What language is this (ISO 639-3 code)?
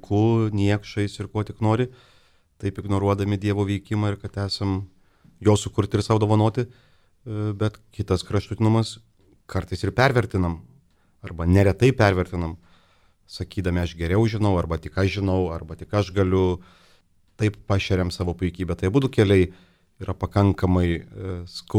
lit